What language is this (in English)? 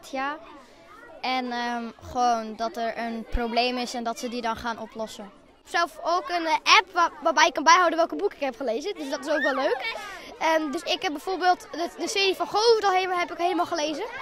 Western Frisian